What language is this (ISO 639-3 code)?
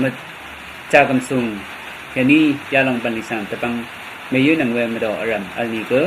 raw